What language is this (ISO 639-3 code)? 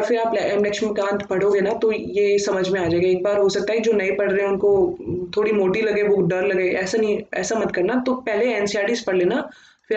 hin